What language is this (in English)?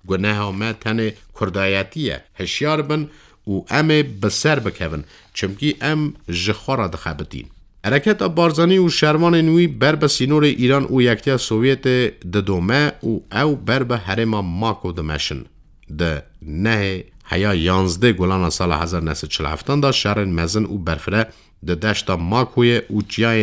Kurdish